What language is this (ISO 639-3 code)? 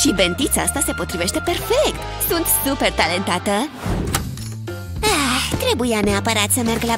ron